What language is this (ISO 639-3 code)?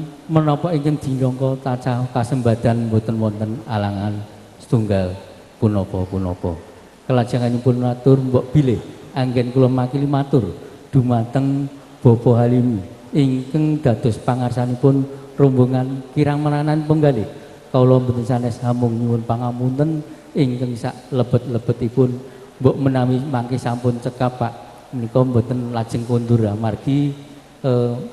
jav